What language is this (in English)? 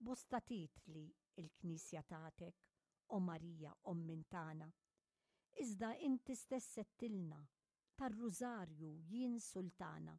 Maltese